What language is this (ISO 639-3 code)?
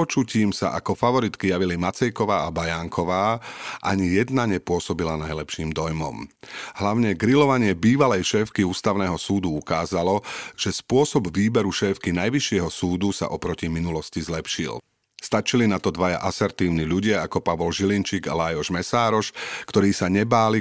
slk